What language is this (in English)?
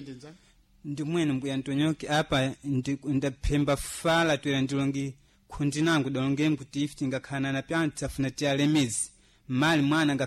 Sena